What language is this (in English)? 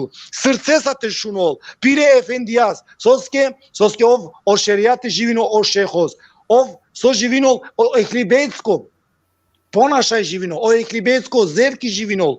Balkan Romani